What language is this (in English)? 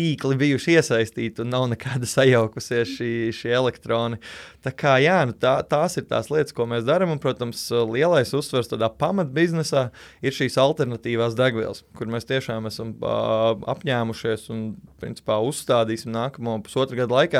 Latvian